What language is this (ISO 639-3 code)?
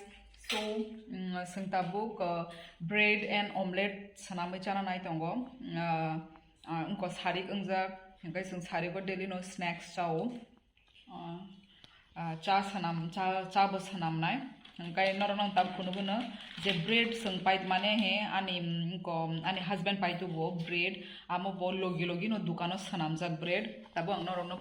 trp